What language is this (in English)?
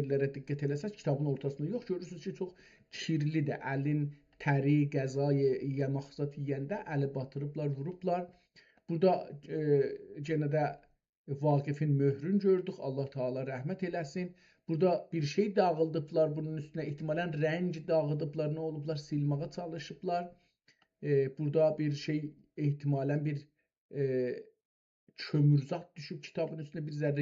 South Azerbaijani